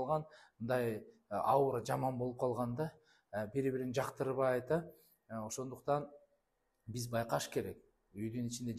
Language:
Kyrgyz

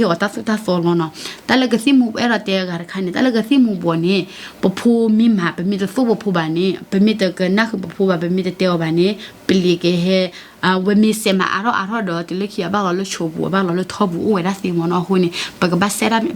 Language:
S'gaw Karen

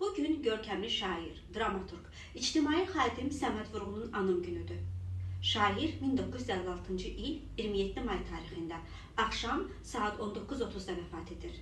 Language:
Azerbaijani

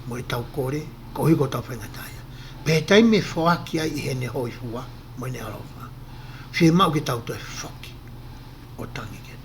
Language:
Tongan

